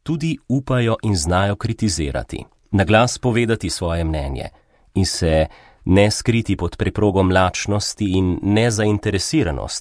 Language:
Slovenian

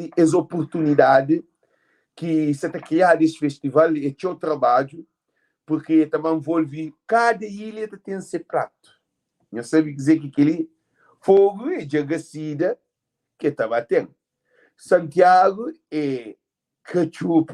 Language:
Kabuverdianu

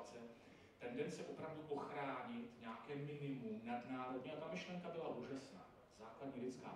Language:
Czech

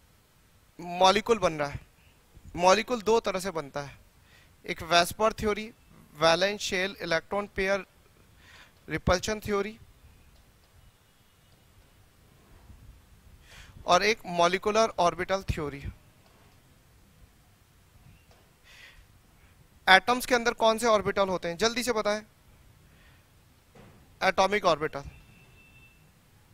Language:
Hindi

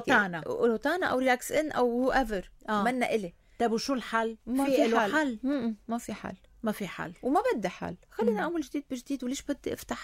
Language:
North Levantine Arabic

